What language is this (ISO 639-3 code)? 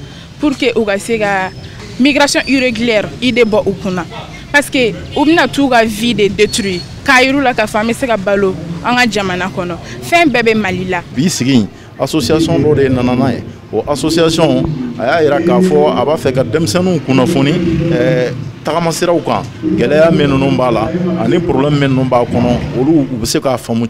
bam